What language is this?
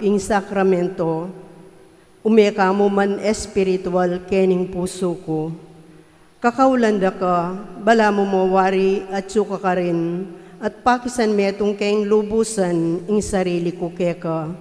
Pampanga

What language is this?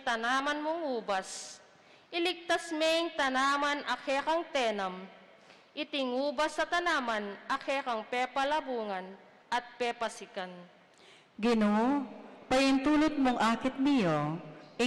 Pampanga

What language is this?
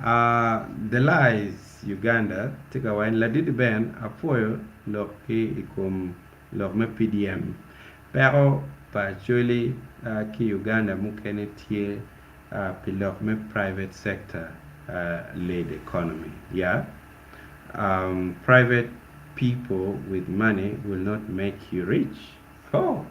Acoli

